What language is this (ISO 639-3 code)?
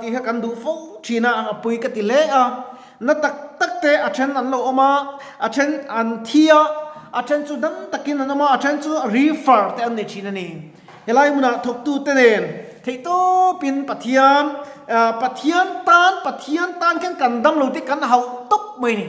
lus